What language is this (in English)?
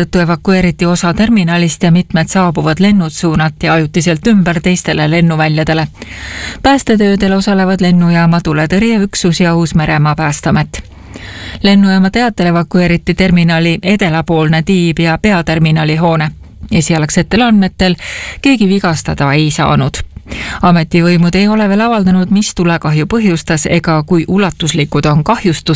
Estonian